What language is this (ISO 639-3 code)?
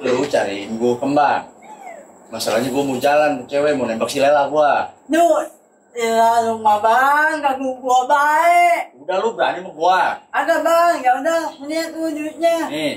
bew